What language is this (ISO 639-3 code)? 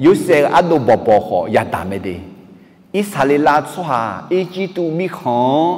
ahk